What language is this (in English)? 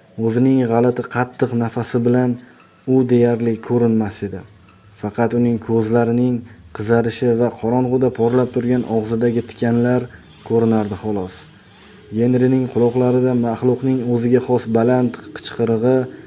Uzbek